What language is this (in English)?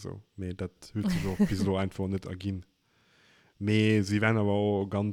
Luxembourgish